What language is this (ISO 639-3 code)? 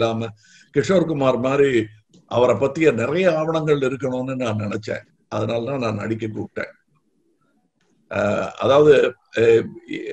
tam